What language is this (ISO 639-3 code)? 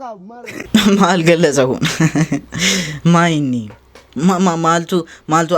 orm